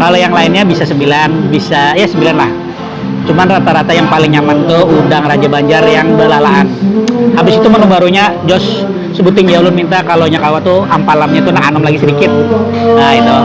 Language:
Banjar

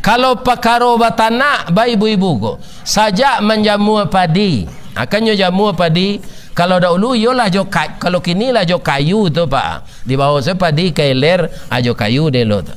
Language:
Minangkabau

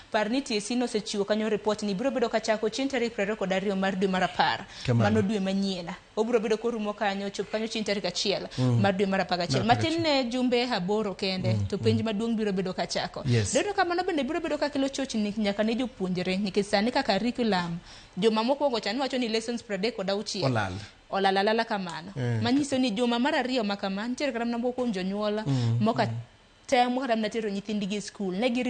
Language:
Luo (Kenya and Tanzania)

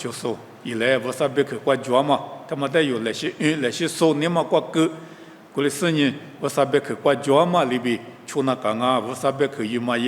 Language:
Lisu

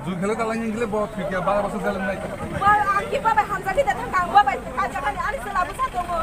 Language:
Kok Borok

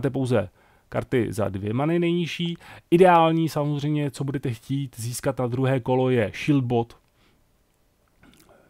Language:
Czech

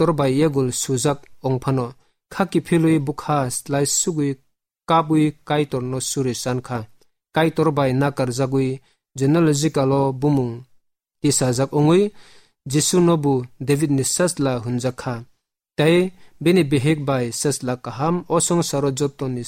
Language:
Kok Borok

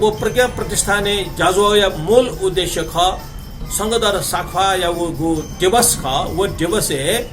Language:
Newari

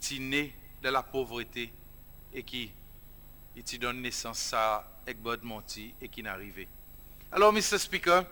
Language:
Seselwa Creole French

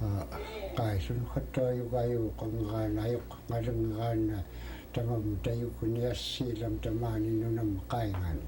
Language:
Central Yupik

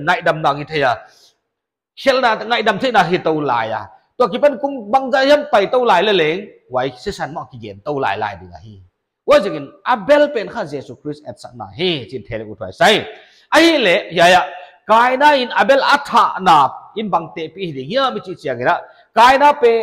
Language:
Paite Chin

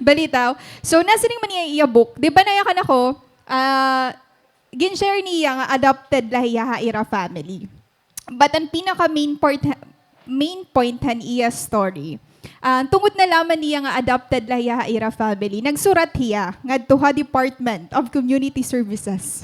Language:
Waray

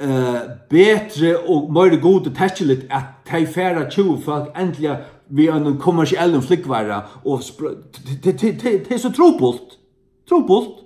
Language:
Faroese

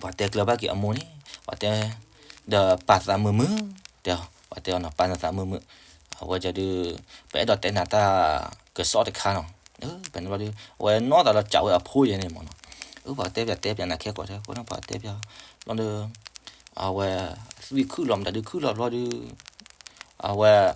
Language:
S'gaw Karen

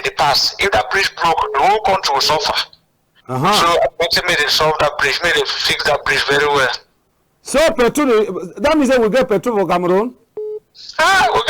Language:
Cameroon Pidgin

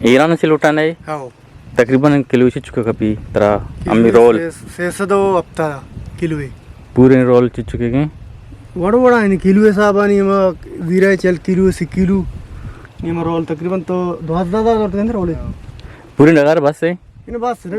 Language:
Eastern Balochi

